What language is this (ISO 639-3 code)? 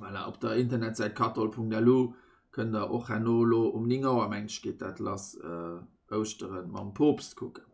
ltz